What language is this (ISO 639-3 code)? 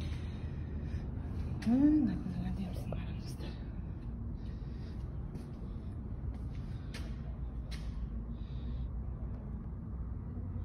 kaz